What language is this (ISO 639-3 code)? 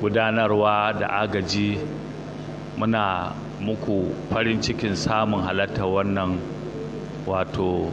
hau